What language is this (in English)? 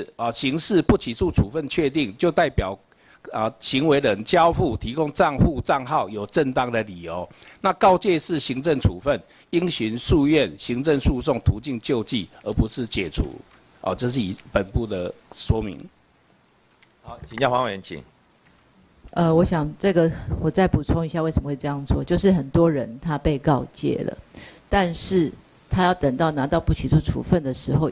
Chinese